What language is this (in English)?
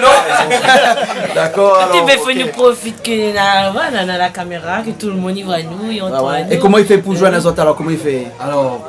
Réunion Creole French